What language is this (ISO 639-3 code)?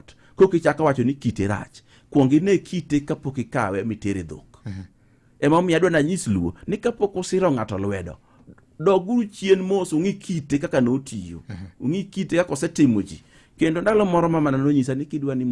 luo